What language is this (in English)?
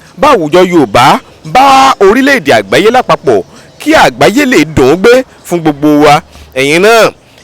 Yoruba